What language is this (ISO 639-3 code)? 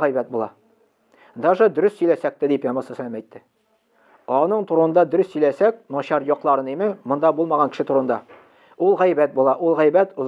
tat